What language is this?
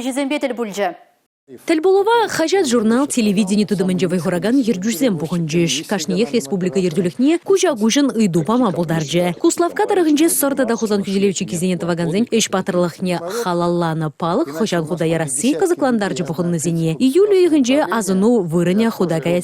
Chuvash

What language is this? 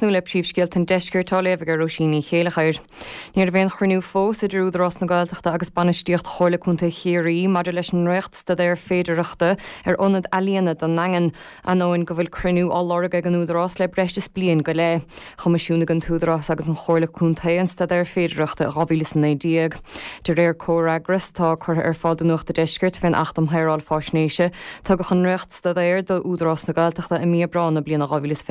Irish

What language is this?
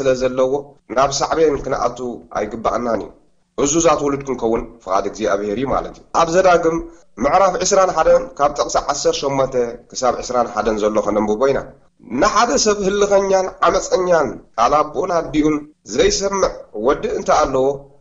Tigrinya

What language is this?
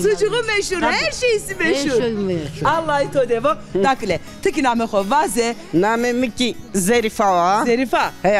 Zaza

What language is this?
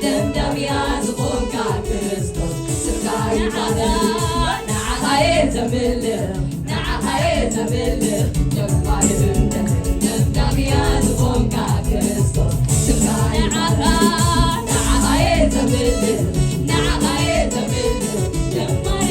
Tigrinya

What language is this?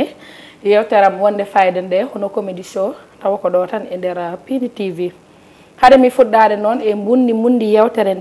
Fula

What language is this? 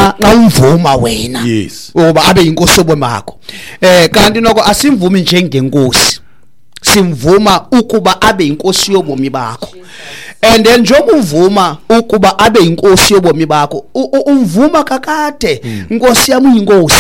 Xhosa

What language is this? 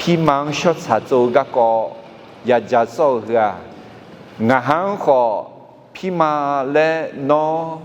Akha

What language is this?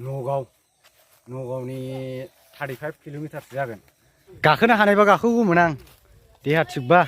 Bodo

